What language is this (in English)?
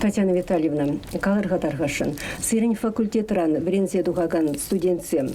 Chuvash